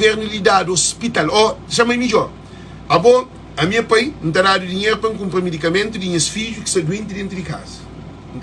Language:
Kabuverdianu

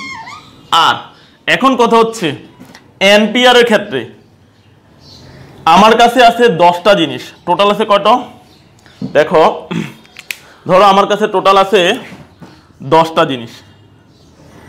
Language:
Bangla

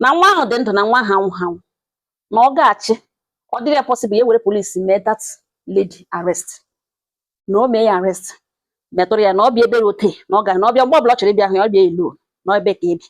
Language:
Igbo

